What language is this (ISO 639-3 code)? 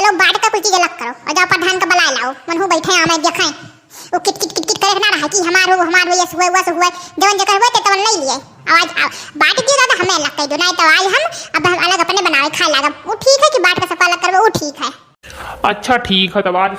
awa